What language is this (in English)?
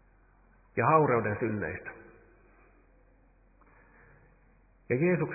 Finnish